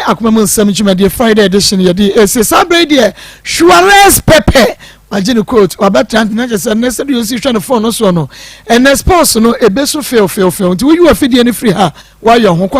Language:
Akan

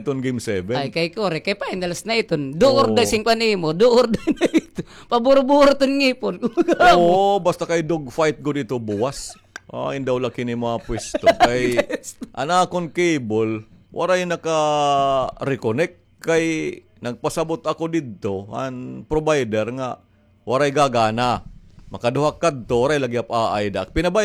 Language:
Waray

